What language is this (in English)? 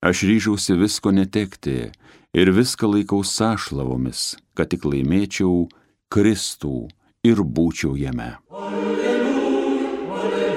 Lithuanian